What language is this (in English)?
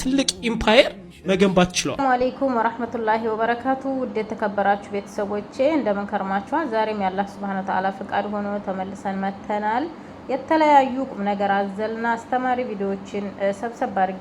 Amharic